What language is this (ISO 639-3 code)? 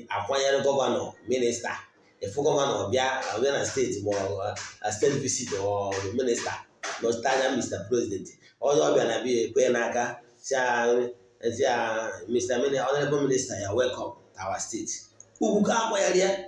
ibo